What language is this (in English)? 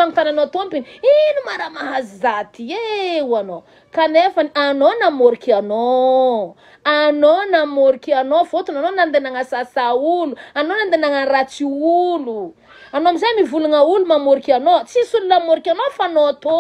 Malagasy